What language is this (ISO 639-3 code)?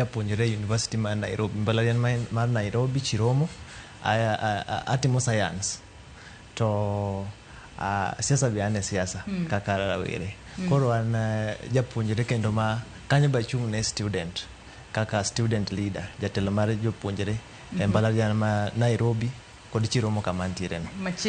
luo